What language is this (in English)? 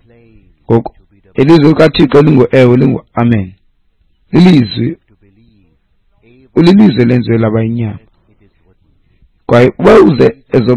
Xhosa